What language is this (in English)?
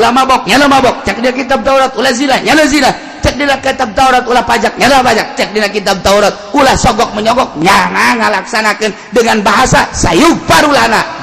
Sundanese